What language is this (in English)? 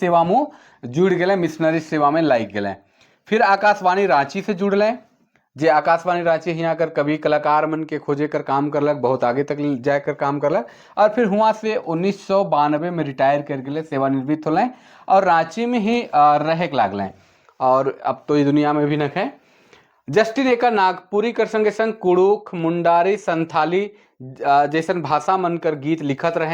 Sadri